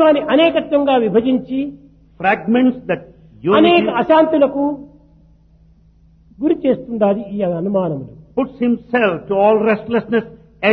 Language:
Telugu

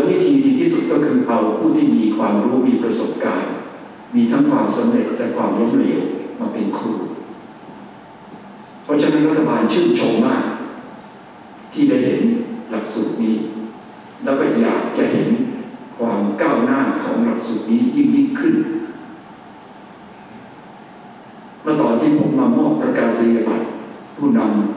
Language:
Thai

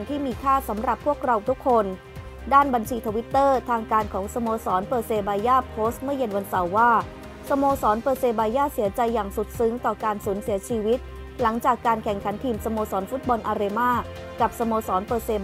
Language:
Thai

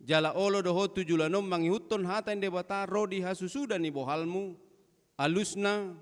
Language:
Batak Toba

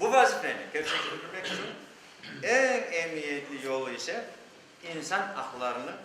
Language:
Crimean Tatar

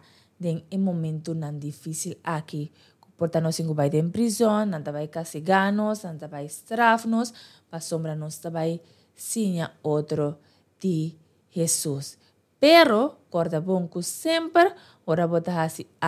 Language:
Papiamento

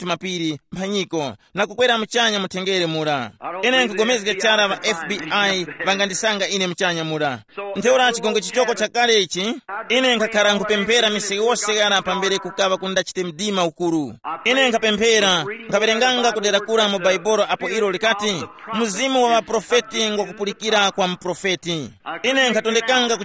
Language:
Tumbuka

